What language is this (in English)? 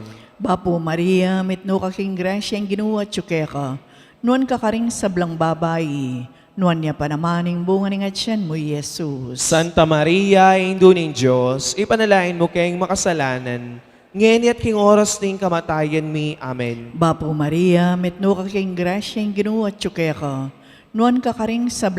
Pampanga